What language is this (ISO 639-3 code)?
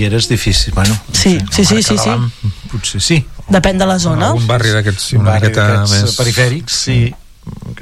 cat